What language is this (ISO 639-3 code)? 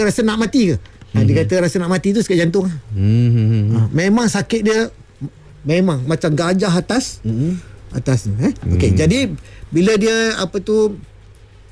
msa